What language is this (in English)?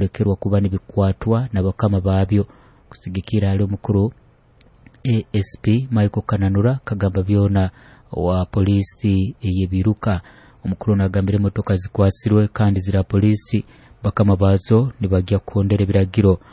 Nyoro